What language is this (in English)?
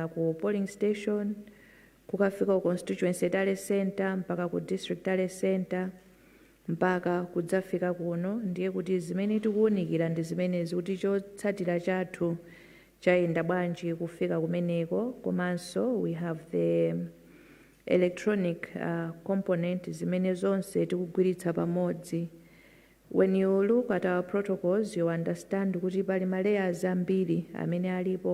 Nyanja